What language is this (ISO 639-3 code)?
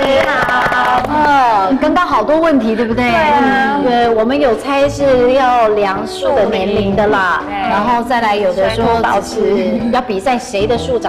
zho